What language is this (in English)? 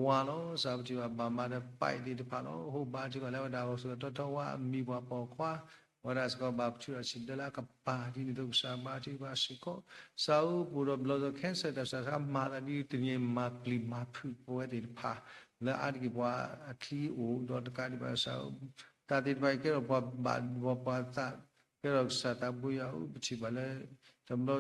S'gaw Karen